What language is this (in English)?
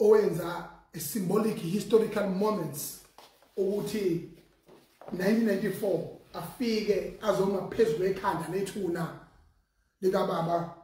Zulu